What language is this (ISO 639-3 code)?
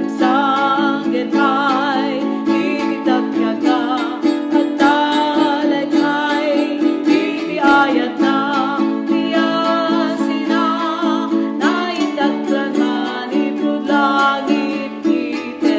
ilo